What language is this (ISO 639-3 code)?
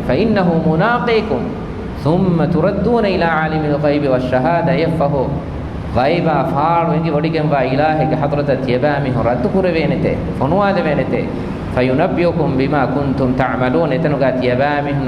div